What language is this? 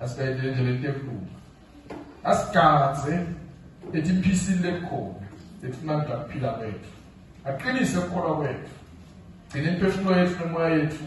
Swati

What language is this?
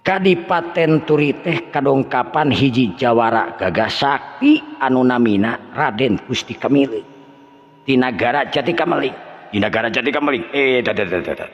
Sundanese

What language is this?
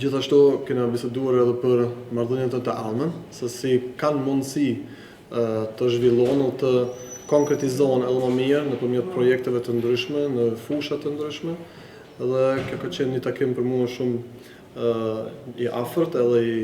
Albanian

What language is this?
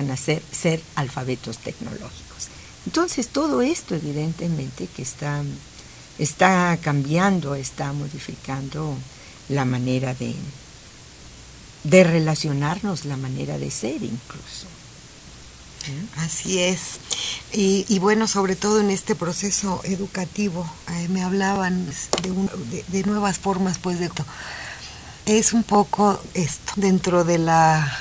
Spanish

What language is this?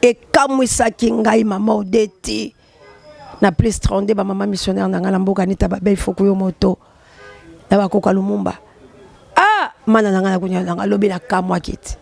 Lingala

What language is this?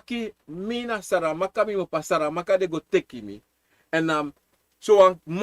Sranan Tongo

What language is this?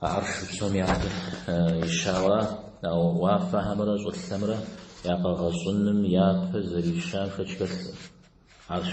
Kabardian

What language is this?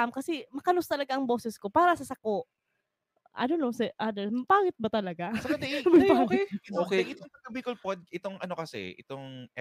Bikol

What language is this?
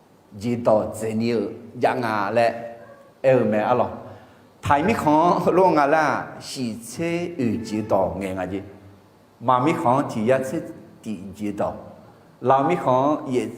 Akha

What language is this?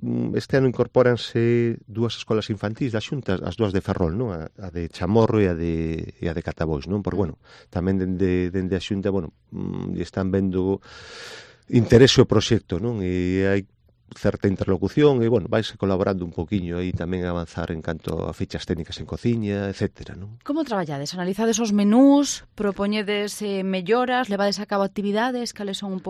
Galician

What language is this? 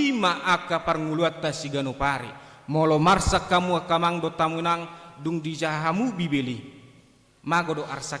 Batak Toba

